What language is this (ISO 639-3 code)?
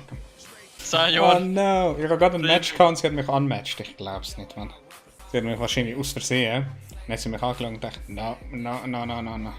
gsw